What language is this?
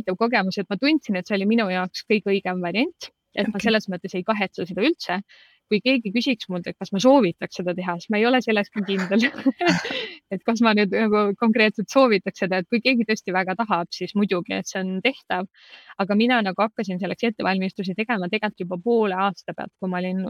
Estonian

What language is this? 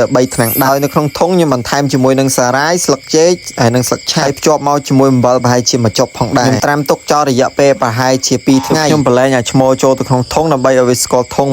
Khmer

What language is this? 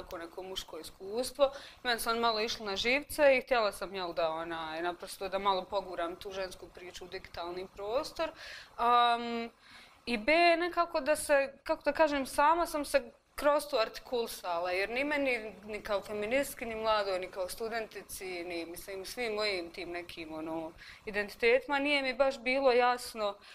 Bosnian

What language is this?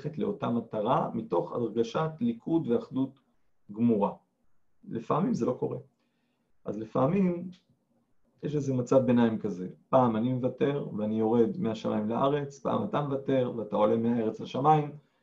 Hebrew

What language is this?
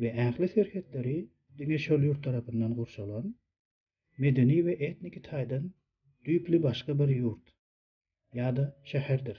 Turkmen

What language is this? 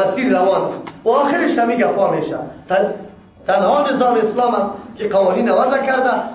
Persian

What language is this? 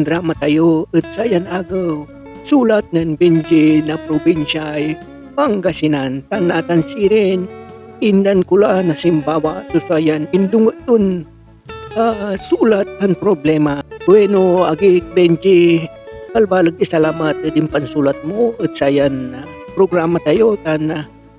Pangasinan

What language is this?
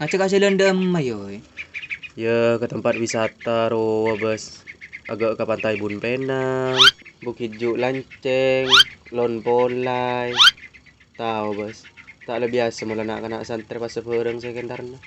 Madurese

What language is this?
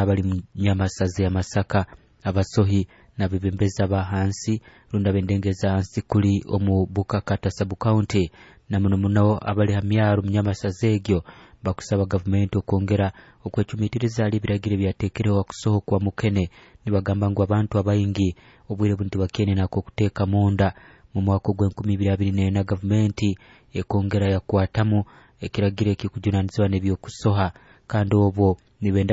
Nyoro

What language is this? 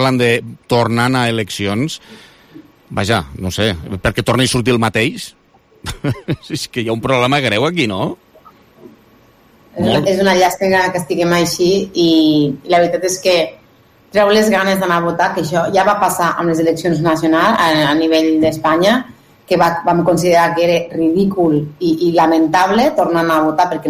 Catalan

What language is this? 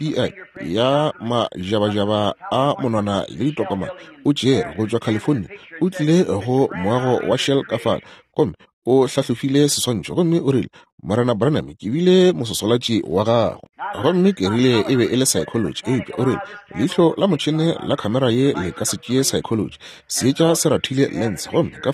Northern Sotho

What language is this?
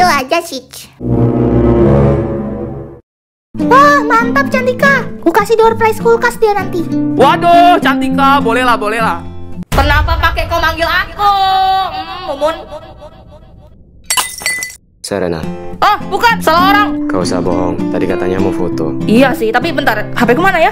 Indonesian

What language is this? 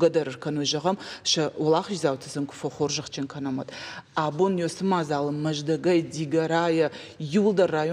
Ossetic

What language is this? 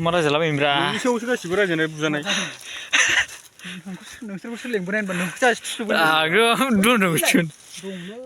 Bodo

